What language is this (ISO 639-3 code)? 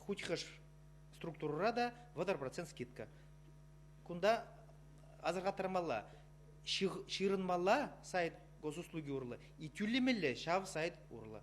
chv